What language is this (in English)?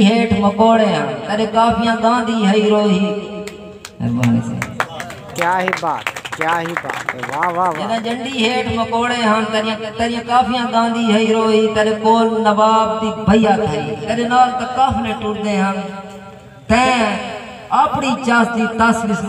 Saraiki